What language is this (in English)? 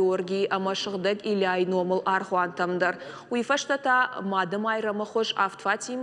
Ossetic